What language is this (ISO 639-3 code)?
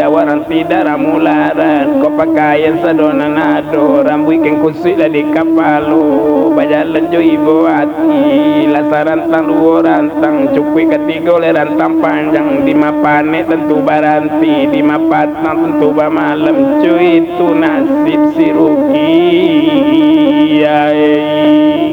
min